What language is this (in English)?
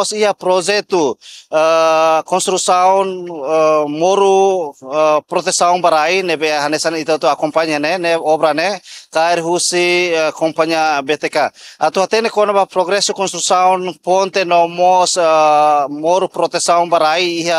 Tetum